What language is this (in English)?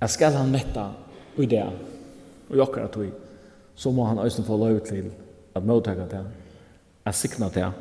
Faroese